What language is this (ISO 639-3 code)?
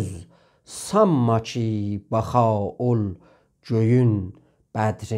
azb